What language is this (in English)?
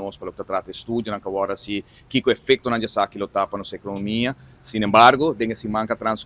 Papiamento